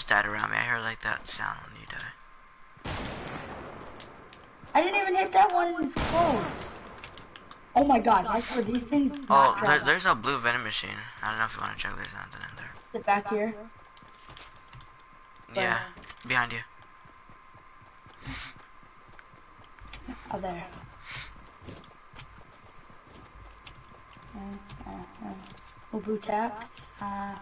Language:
English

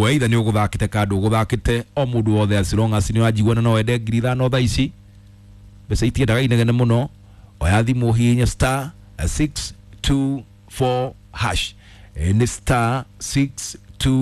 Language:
Kikuyu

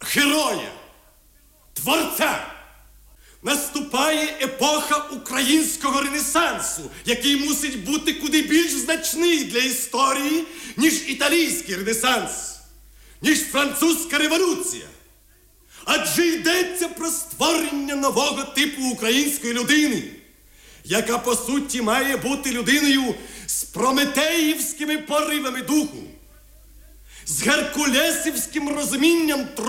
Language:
Ukrainian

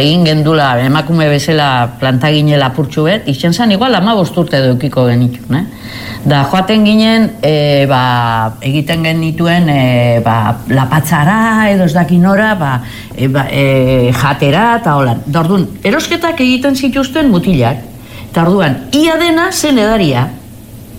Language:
Basque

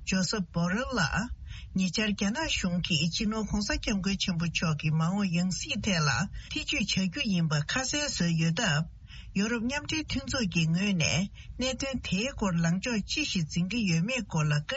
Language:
Tibetan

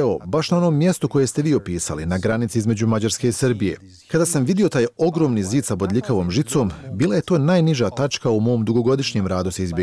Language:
Bosnian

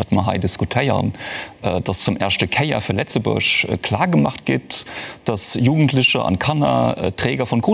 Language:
Luxembourgish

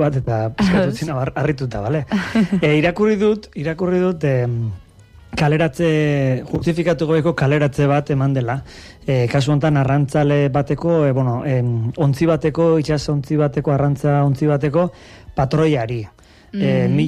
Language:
Basque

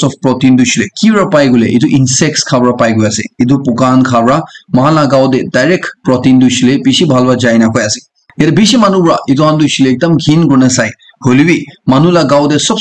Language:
Naga Pidgin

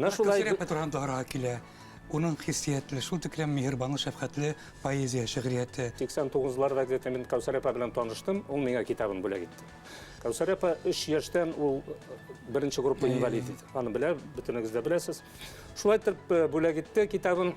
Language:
Bashkir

